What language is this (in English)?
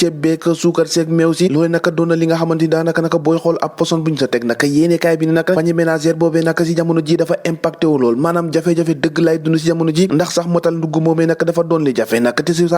Wolof